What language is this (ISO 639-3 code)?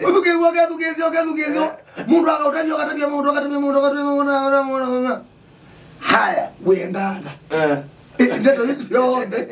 kam